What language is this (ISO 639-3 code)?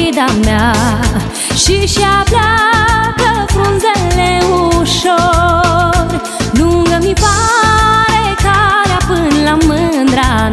ron